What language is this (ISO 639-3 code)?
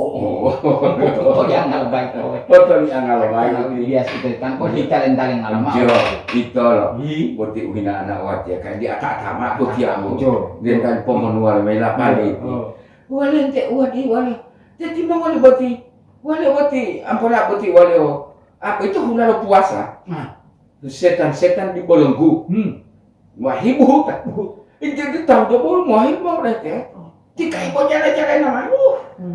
gor